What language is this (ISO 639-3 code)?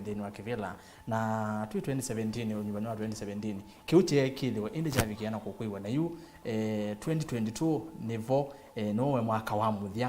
kam